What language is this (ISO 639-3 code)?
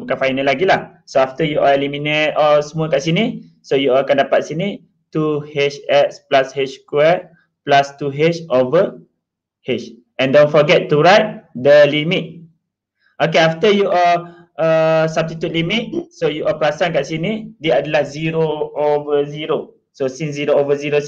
msa